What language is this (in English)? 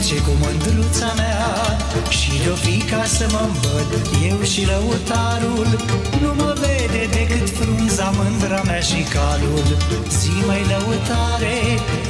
Romanian